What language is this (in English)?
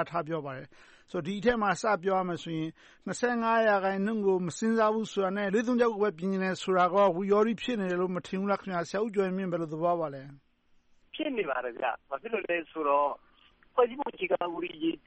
Burmese